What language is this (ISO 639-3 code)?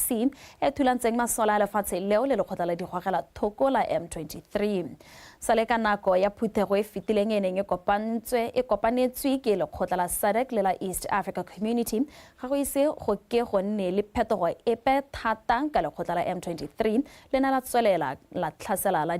tsn